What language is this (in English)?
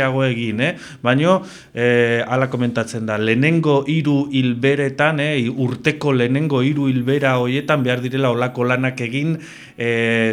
Basque